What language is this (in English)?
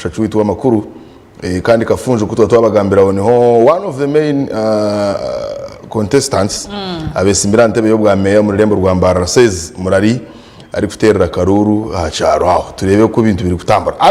Nyankole